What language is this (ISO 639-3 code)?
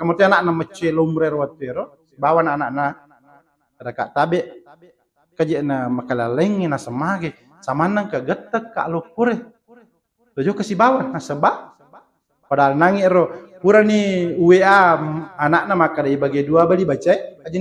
bug